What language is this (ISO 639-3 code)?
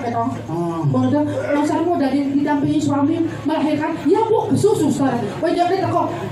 ban